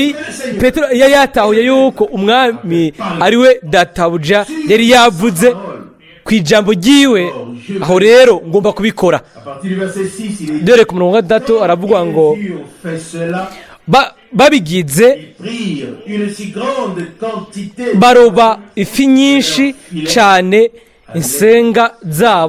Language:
Rundi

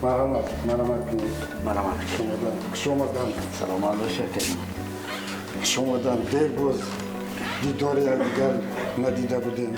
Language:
Tajik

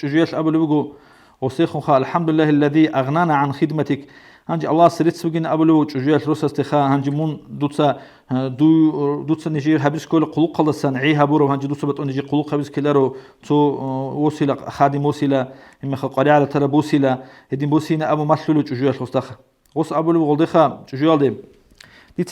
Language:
Avaric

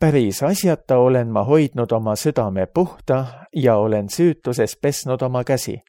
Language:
Estonian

